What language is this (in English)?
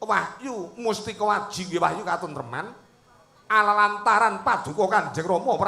Javanese